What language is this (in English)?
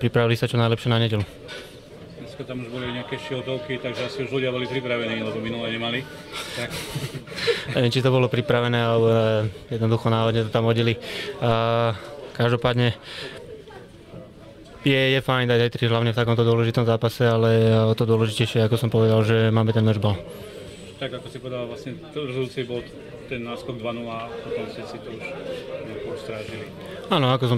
Slovak